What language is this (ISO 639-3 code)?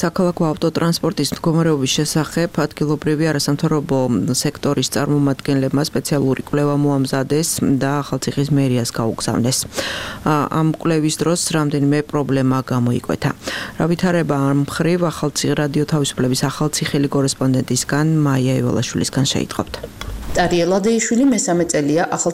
kat